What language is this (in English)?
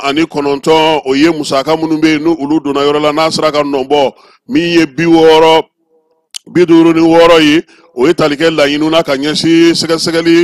Bambara